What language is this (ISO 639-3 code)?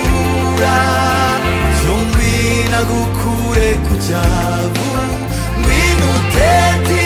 kin